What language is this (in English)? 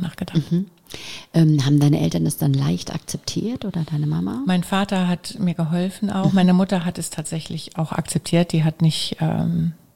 German